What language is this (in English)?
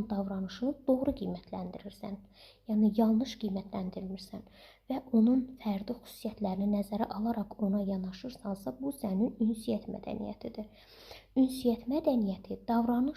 Azerbaijani